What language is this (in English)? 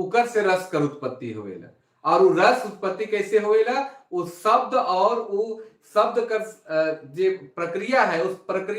Sadri